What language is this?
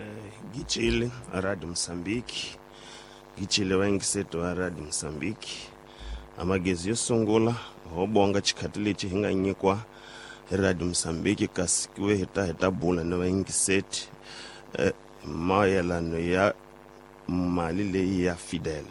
Tsonga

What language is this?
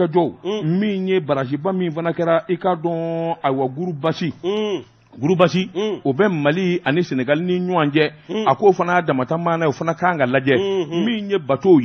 Bambara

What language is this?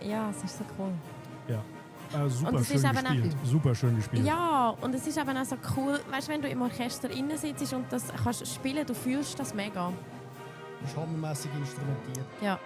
Swiss German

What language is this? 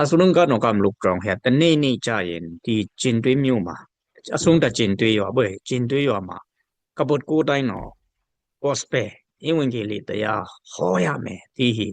Dimasa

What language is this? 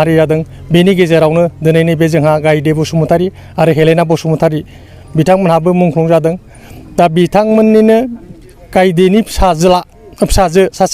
Bodo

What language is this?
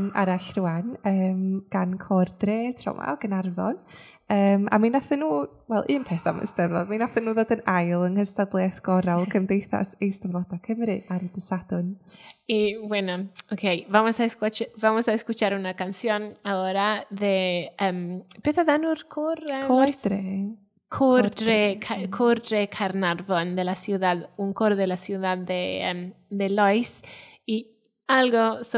Welsh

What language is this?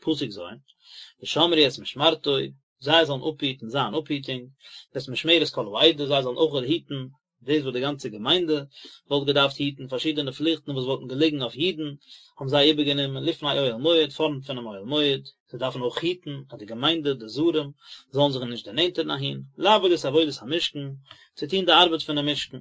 Yiddish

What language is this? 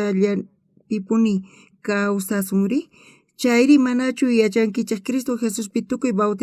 South Bolivian Quechua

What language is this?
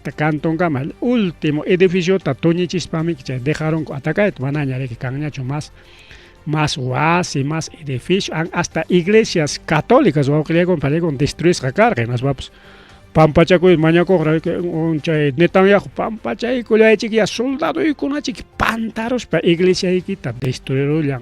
Ayacucho Quechua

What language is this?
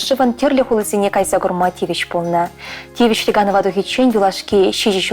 Chuvash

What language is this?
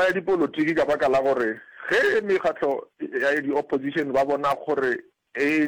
Northern Sotho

